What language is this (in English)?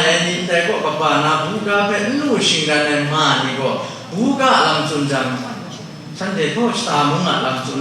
Kachin